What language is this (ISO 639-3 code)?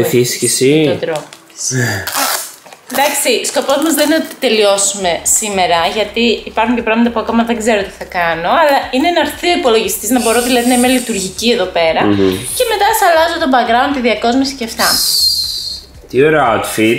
ell